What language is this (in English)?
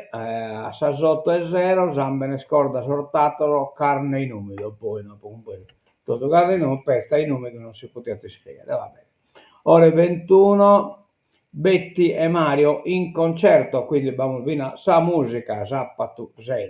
Sardinian